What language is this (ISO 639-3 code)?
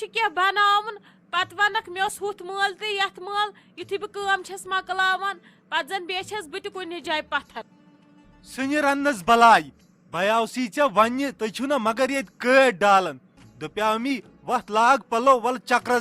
kas